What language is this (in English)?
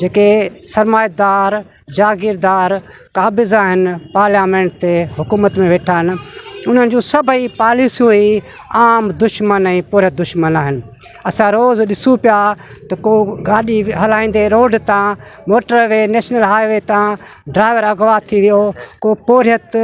Sindhi